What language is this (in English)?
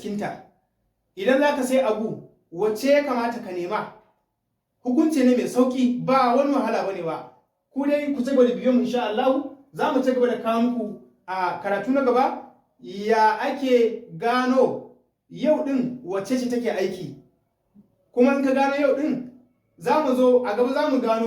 Hausa